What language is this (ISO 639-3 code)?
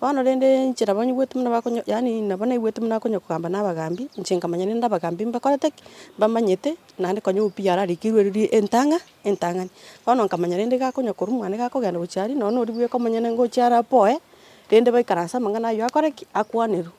guz